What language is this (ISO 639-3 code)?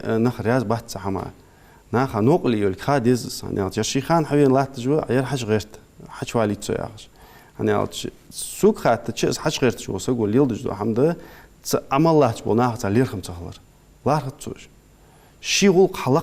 inh